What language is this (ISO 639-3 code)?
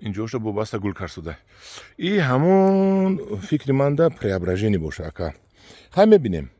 tgk